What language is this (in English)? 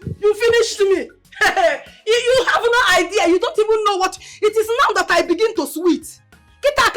Nigerian Pidgin